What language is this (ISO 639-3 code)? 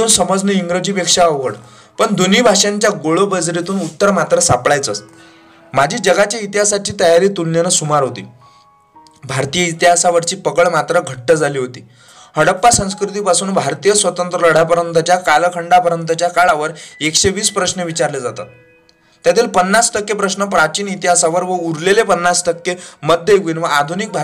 mar